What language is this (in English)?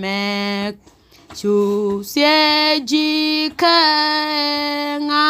Nuer